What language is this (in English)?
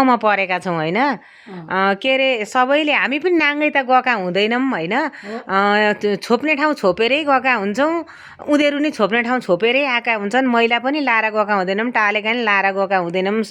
Nepali